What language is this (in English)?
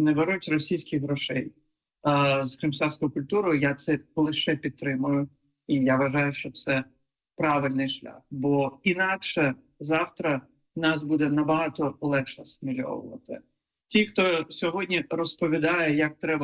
Ukrainian